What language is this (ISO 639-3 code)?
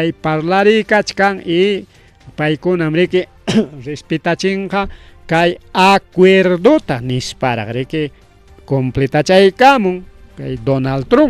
quy